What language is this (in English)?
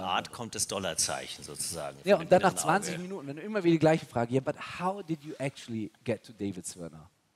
German